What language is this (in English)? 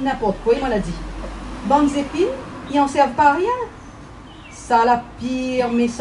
Réunion Creole French